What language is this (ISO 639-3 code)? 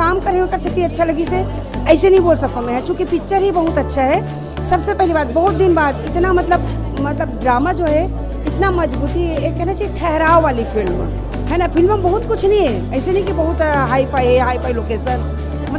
hne